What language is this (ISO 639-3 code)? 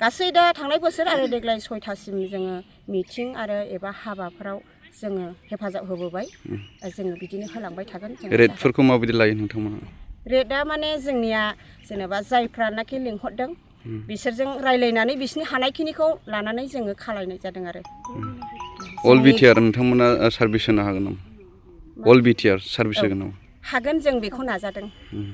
brx